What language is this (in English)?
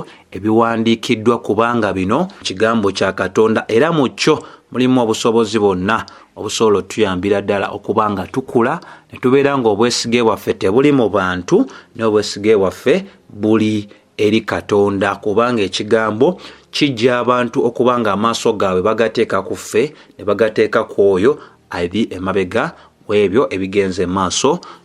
Ganda